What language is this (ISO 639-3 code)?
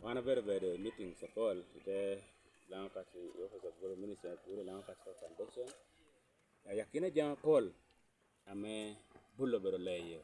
laj